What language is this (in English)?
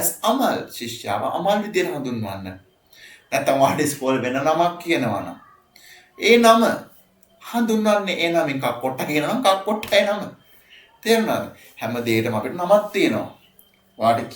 Sinhala